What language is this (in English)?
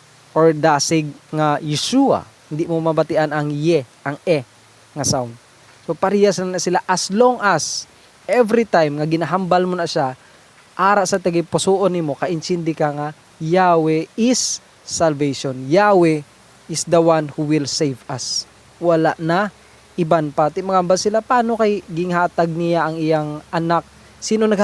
Hiligaynon